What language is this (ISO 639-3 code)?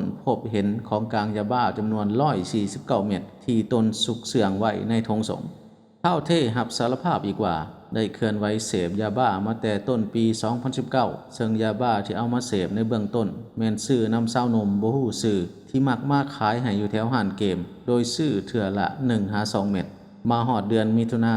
lao